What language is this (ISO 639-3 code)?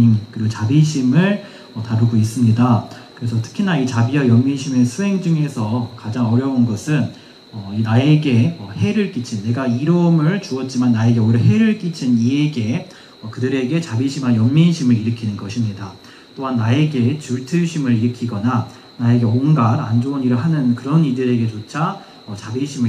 kor